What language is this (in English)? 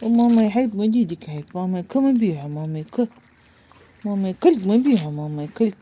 Ingush